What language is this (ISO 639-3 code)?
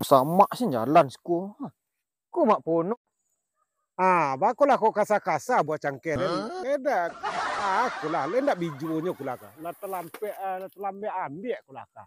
min